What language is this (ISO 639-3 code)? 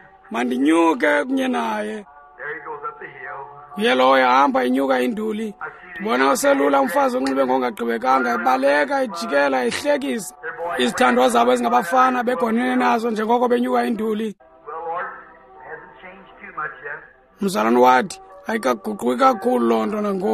xho